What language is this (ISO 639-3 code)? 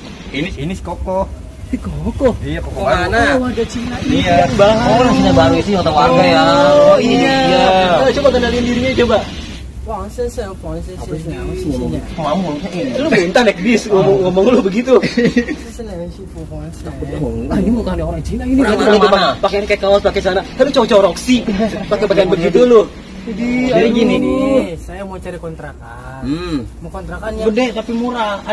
bew